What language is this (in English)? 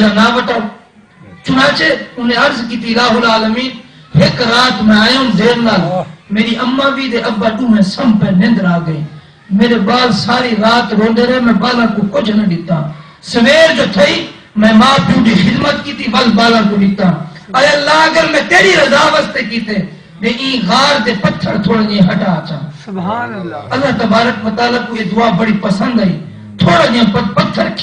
Saraiki